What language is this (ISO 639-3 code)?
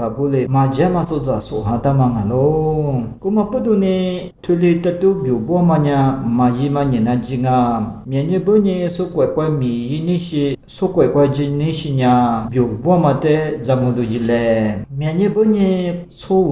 lis